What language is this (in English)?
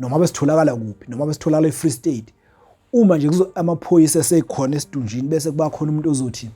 Zulu